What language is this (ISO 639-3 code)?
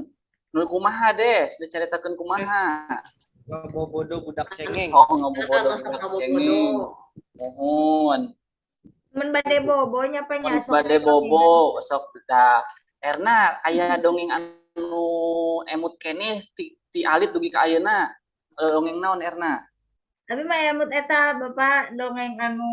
sun